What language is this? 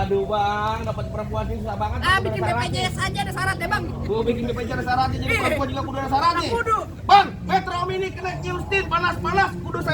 Betawi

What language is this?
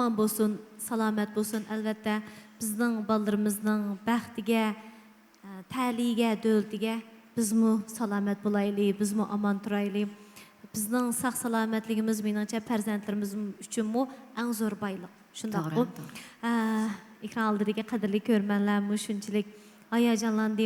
Uyghur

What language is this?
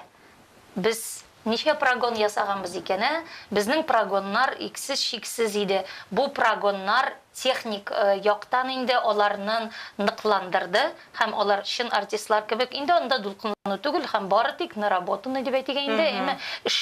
Tatar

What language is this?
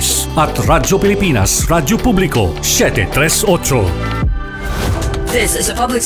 Filipino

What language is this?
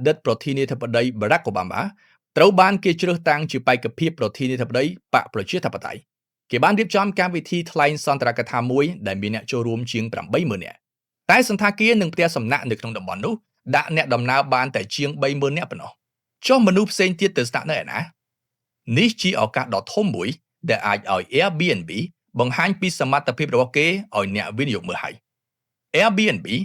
Khmer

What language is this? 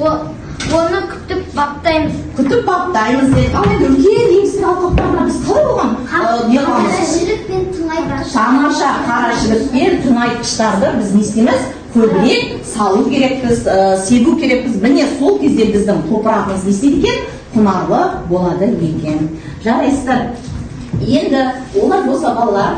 Kazakh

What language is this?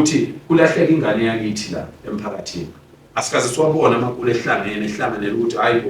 Zulu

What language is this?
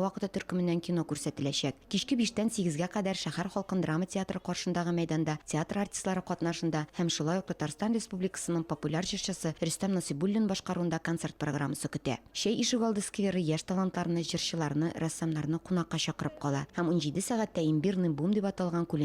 Tatar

